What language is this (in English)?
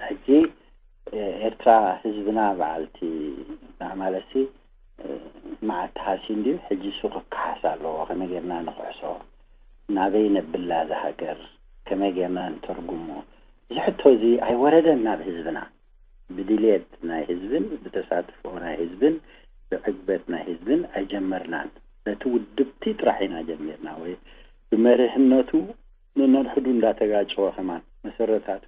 Tigrinya